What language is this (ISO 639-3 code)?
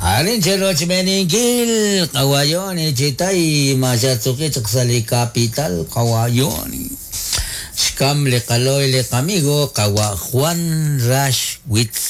kek